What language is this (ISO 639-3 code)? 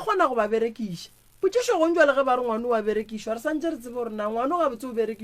nso